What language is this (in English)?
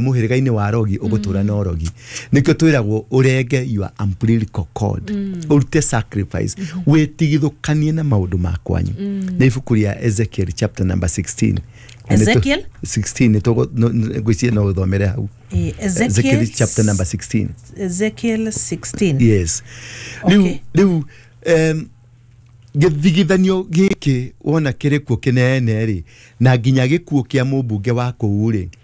Kikuyu